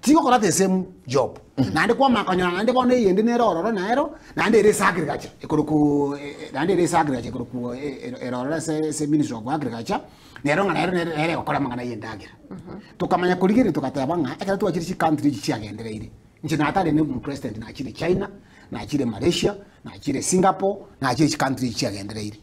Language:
Gusii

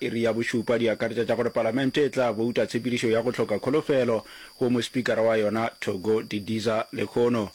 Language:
Northern Sotho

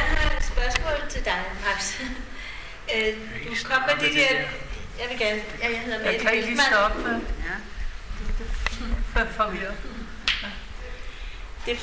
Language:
Danish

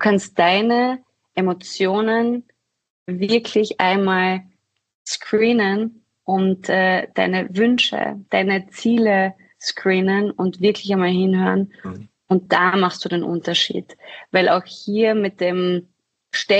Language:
German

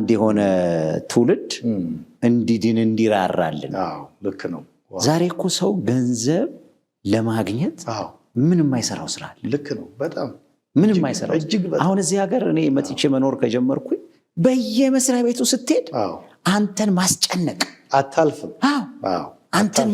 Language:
Amharic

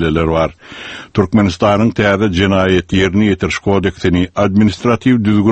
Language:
Turkmen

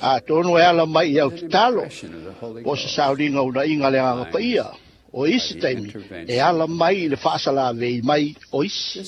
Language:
Samoan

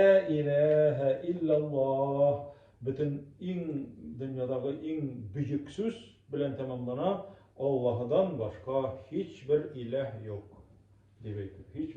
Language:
Tatar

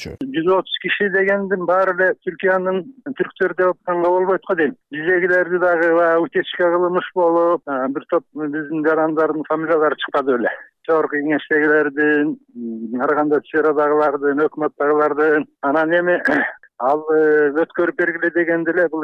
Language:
Kyrgyz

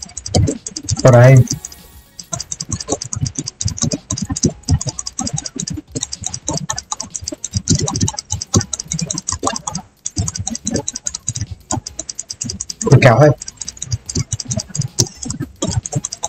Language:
Vietnamese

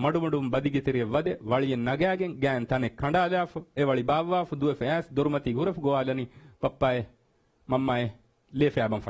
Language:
Divehi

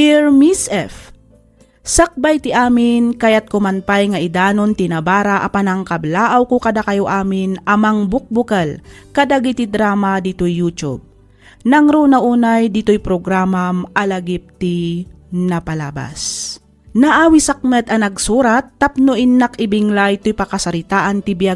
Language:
Iloko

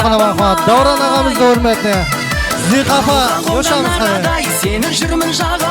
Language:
Kara-Kalpak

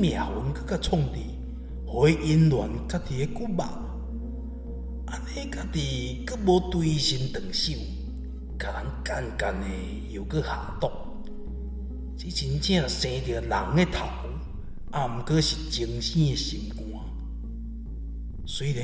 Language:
Min Nan Chinese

